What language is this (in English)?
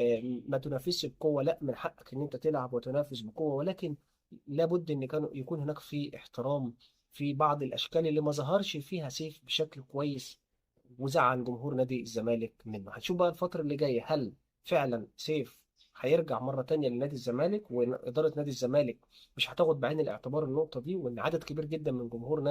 Egyptian Arabic